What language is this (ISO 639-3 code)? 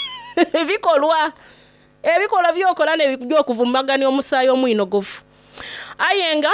xog